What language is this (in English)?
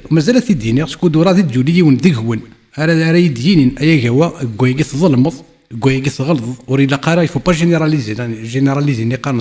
Kabyle